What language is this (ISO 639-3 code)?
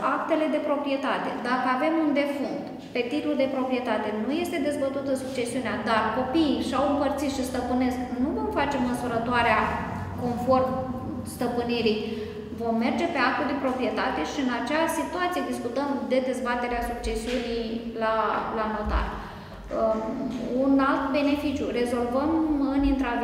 ron